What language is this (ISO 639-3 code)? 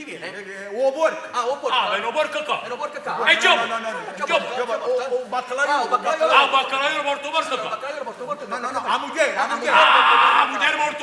nap